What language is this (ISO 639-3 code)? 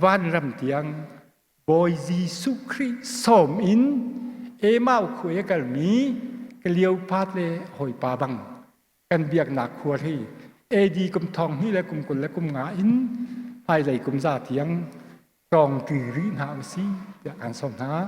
cnh